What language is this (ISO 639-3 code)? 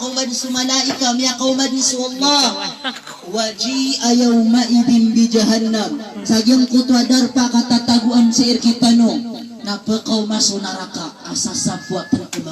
mrw